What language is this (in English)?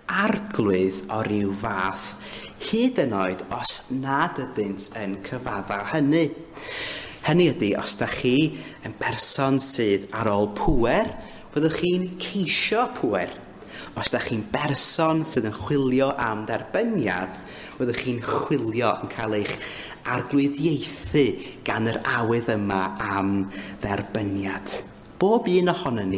Welsh